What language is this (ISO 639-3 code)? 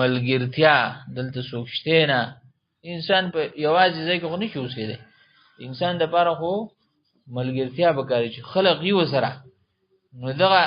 pus